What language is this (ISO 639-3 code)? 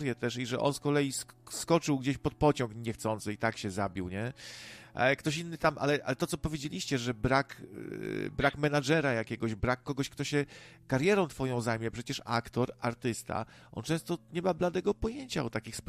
pol